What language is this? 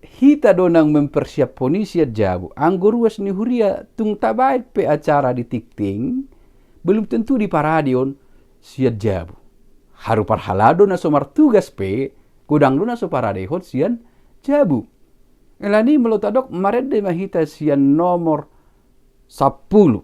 Batak Toba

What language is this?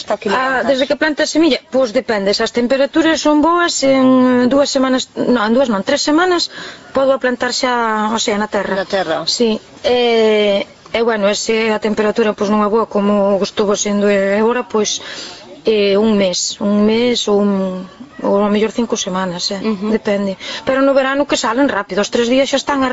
Galician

